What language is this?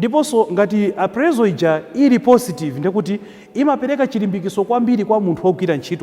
Nyanja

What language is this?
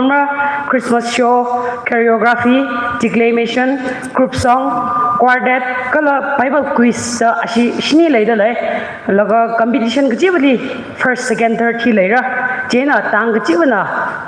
Tangkhul Naga (India)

